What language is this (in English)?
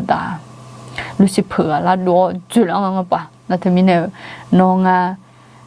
Akha